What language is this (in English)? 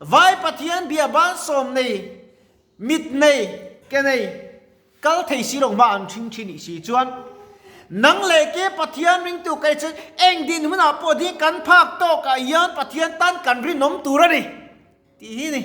Mizo